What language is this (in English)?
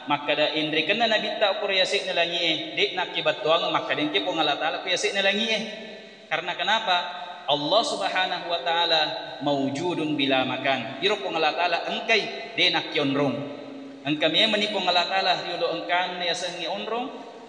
Buginese